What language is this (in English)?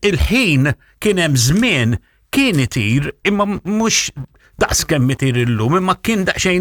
Maltese